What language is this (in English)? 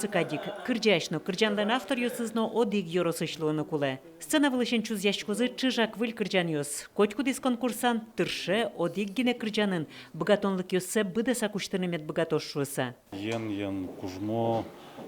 Udmurt